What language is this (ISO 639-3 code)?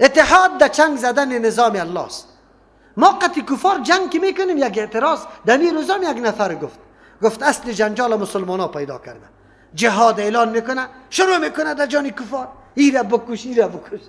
fas